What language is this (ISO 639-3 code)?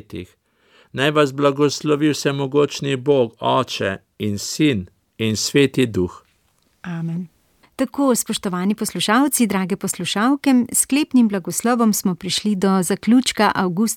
slv